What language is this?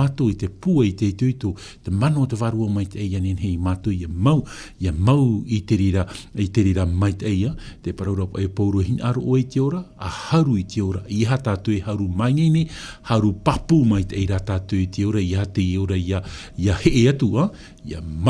Tahitian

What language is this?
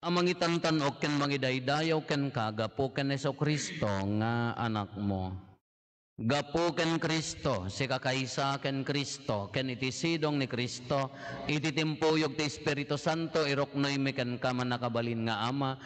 Iloko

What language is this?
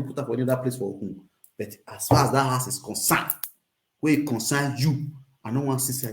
Nigerian Pidgin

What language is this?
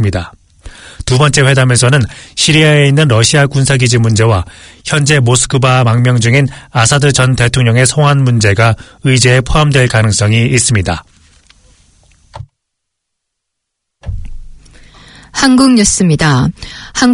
Korean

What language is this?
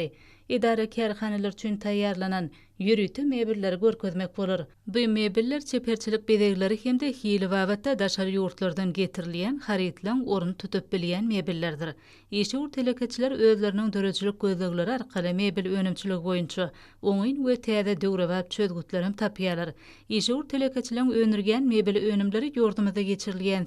Turkmen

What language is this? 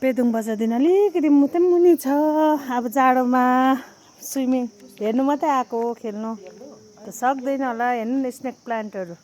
Nepali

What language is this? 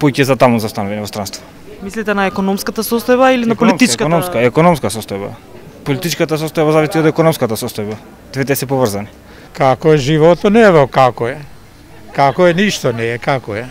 Macedonian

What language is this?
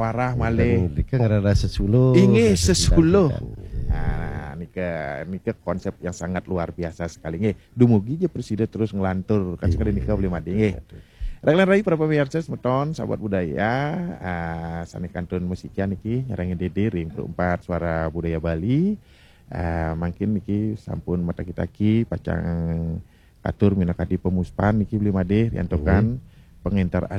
Balinese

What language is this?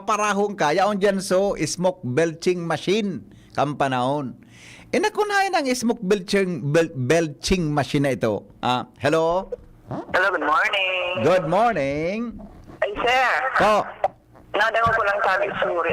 Bikol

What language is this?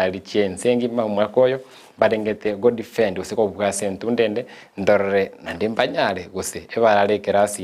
Gusii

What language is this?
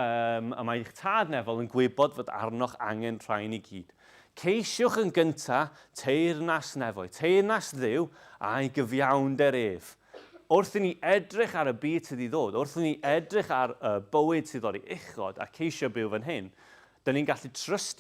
Welsh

